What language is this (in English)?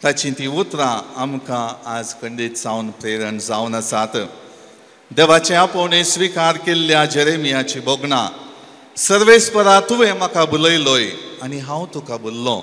Konkani